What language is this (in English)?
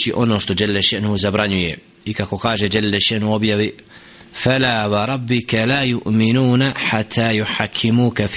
Bosnian